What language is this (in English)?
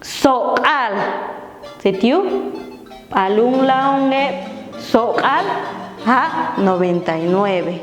Popti'